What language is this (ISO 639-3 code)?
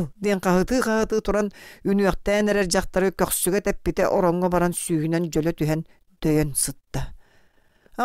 sah